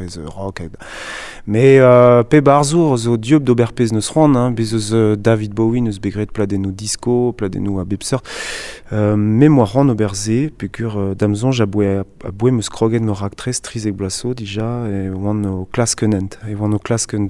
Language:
Breton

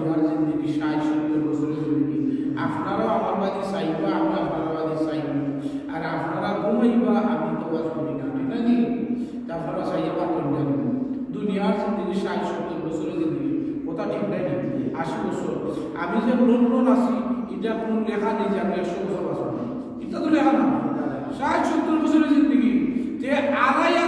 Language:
Sylheti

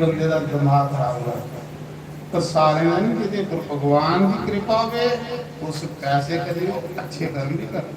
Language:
Dogri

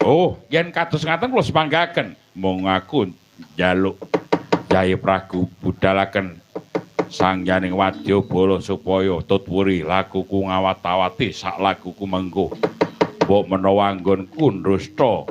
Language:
Javanese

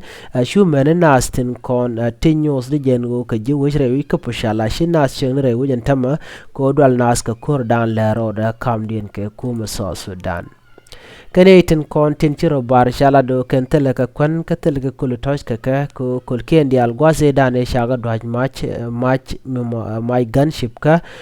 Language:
Nuer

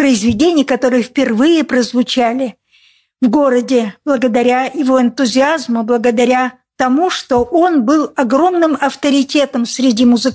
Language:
Russian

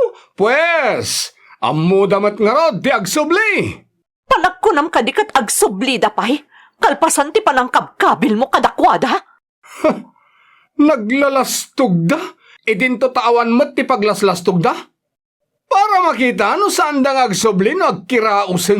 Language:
Iloko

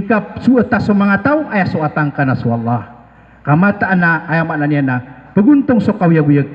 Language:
Maranao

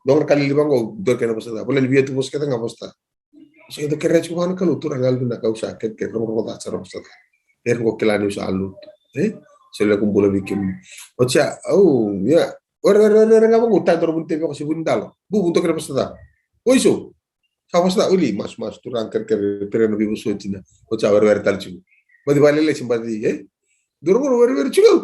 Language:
Fijian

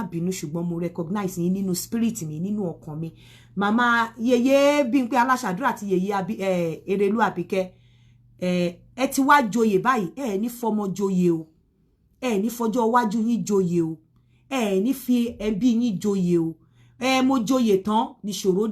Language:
Yoruba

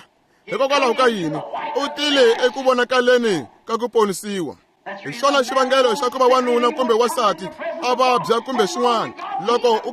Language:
Tsonga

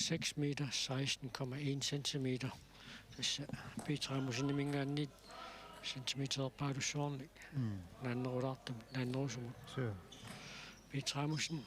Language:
Kalaallisut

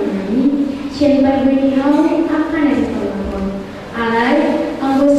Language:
Batak Toba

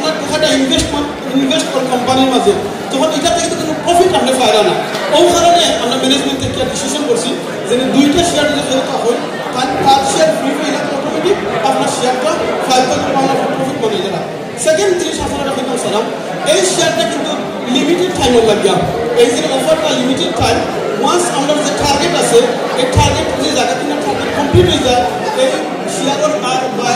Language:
Sylheti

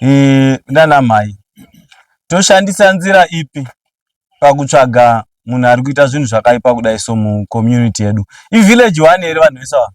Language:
Shona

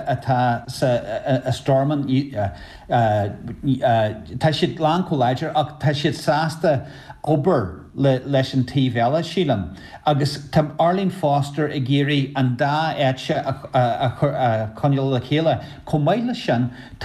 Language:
Irish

